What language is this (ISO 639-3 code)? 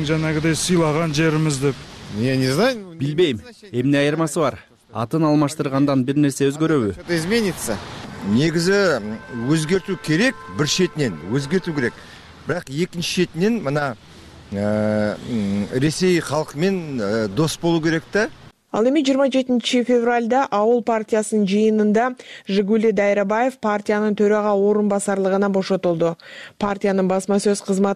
kir